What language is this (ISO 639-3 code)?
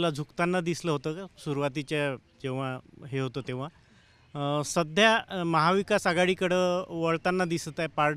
mar